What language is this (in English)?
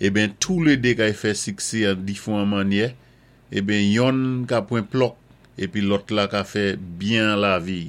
Saint Lucian Creole French